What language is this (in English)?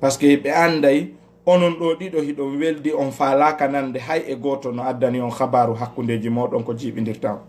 Fula